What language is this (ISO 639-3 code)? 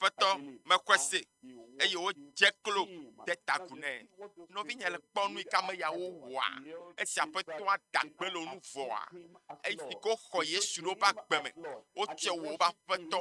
ewe